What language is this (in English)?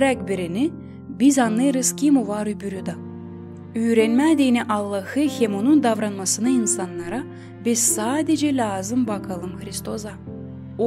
Gagauz